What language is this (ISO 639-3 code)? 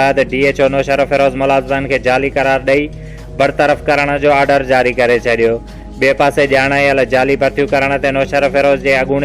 snd